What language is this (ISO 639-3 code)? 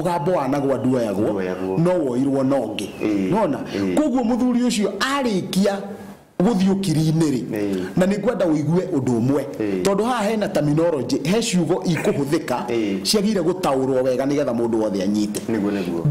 kik